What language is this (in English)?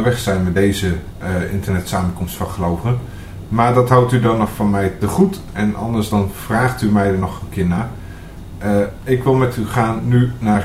Dutch